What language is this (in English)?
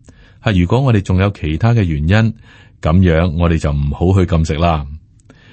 Cantonese